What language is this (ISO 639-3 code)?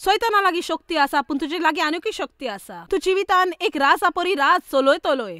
kok